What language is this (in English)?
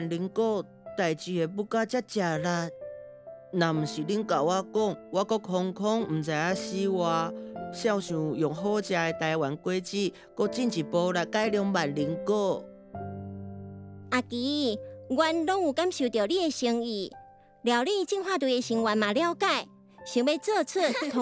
Min Nan Chinese